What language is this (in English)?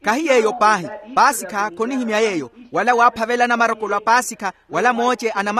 Makhuwa